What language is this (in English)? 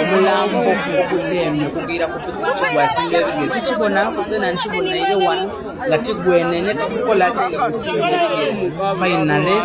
Ganda